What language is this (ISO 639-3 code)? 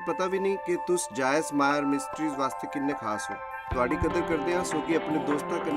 doi